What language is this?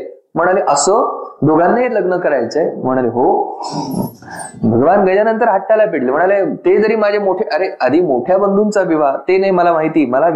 Marathi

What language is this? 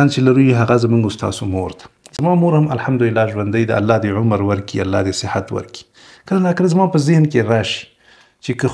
Pashto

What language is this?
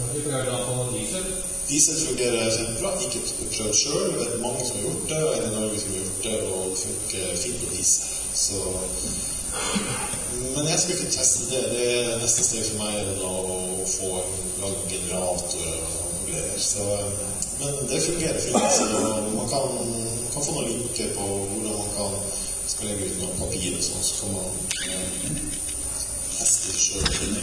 Norwegian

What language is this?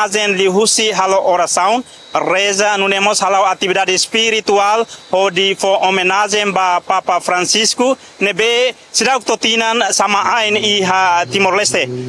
Tetum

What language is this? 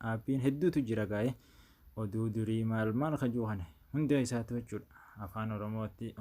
Oromo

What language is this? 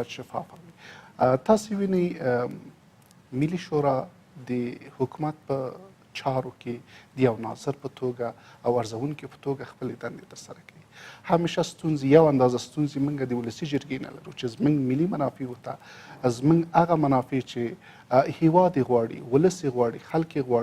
Pashto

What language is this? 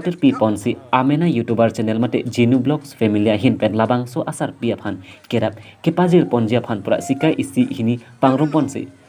Karbi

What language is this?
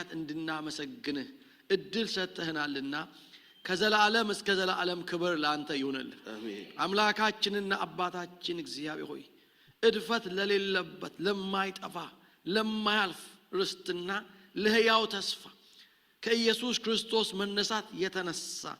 Amharic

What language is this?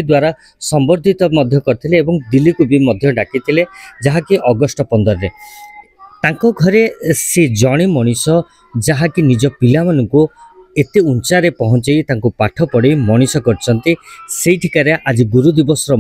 Odia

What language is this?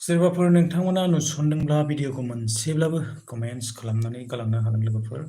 Bodo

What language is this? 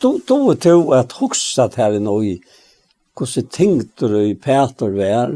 Faroese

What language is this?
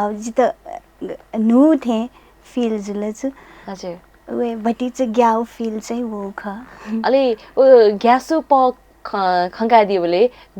Newari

